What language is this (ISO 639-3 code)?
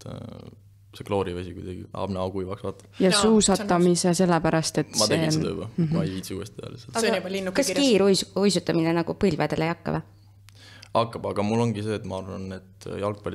est